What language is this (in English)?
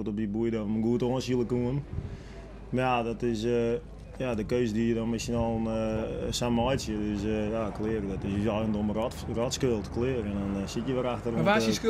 Western Frisian